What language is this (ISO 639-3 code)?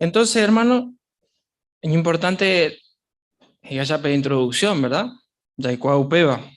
grn